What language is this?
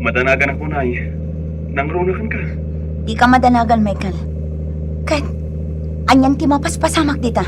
Iloko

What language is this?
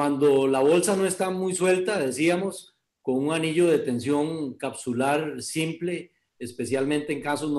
Spanish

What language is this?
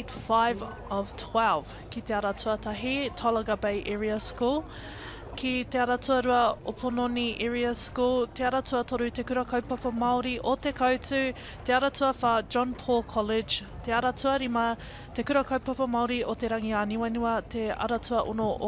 Māori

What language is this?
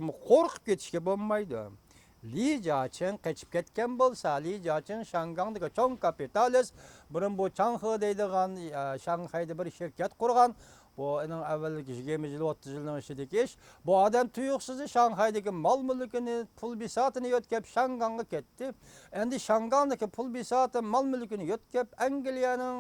Uyghur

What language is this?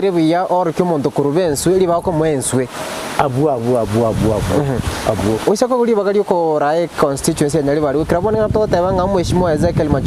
Gusii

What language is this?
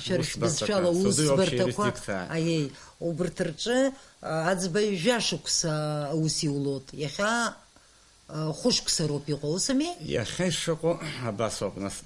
Abkhazian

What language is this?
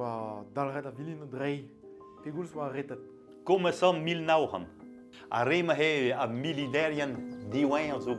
Breton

